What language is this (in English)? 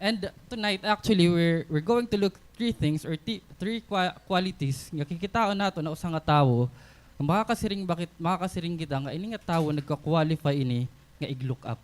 Waray